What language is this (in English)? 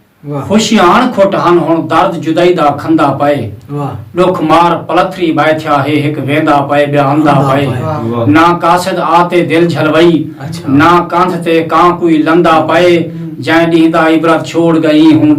Saraiki